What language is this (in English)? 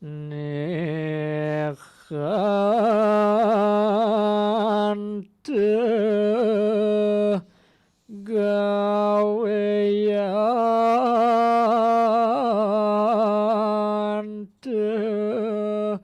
Balinese